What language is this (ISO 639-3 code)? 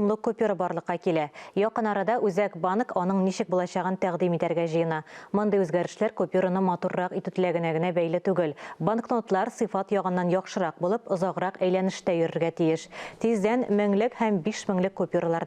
tat